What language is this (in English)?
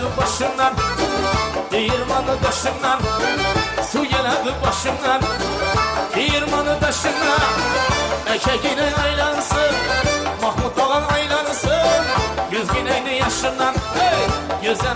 Kara-Kalpak